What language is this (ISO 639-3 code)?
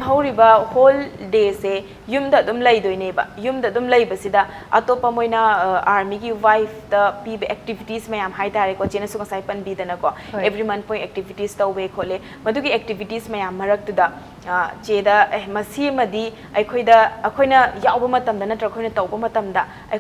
mni